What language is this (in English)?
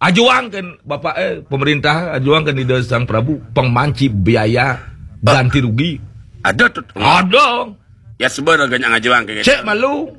Balinese